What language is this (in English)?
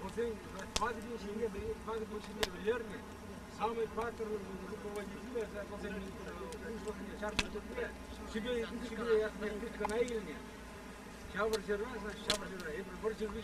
Chuvash